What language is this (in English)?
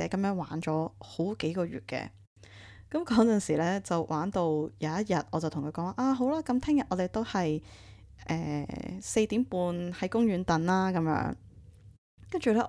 Cantonese